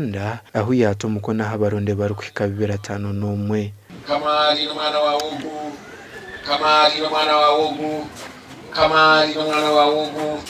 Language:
Nyankole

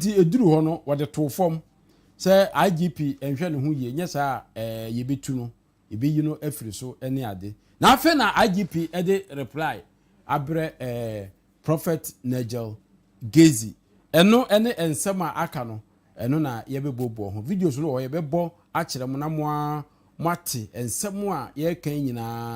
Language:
Akan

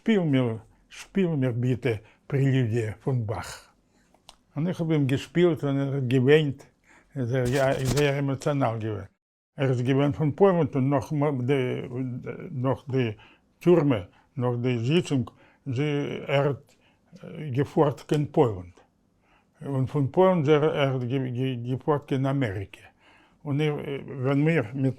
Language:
Yiddish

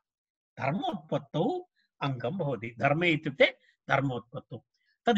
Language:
Sanskrit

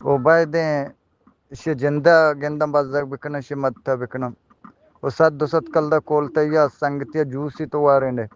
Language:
Eastern Balochi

